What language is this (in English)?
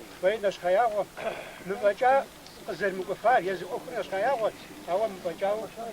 Kabardian